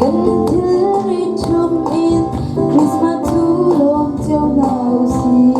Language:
Hakha Chin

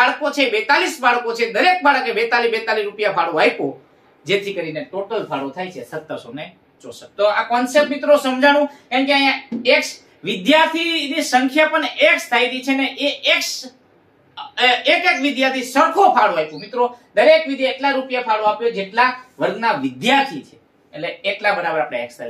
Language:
Gujarati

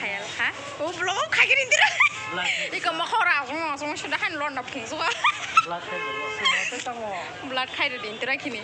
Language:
Kok Borok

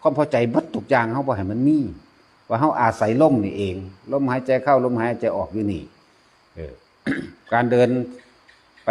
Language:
Northeastern Thai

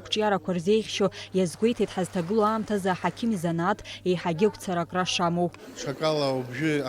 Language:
Abkhazian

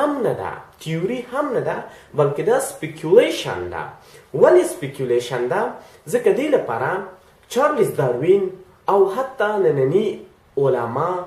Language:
Pashto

